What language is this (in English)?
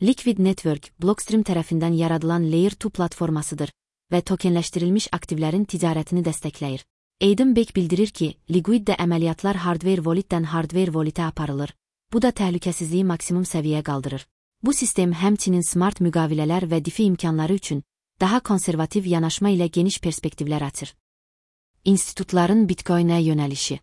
Azerbaijani